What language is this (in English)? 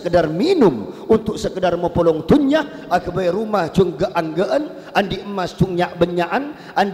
Madurese